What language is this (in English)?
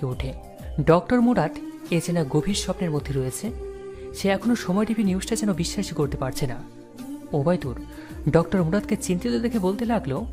Bangla